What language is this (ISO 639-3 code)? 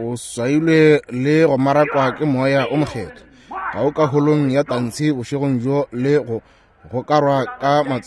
nso